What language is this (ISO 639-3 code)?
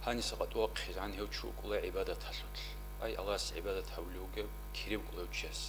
ava